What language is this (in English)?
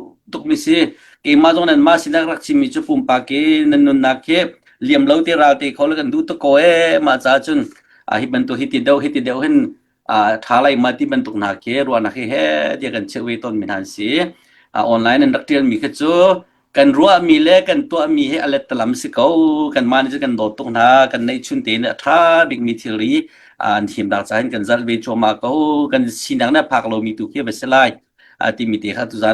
Hakha Chin